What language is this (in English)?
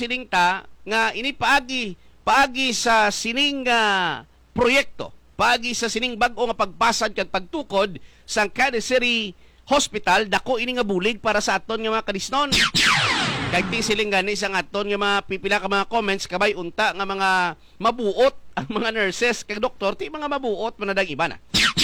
Hiligaynon